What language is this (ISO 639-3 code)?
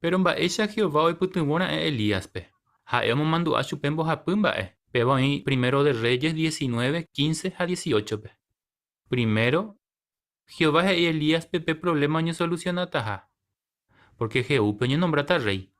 grn